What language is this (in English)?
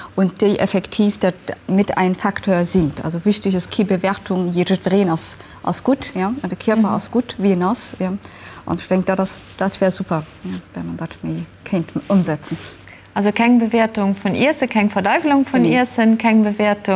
Luxembourgish